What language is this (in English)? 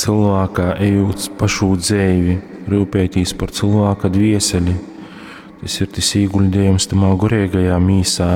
Latgalian